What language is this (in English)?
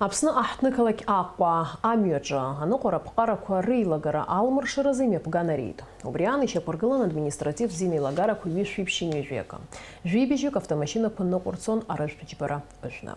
Abkhazian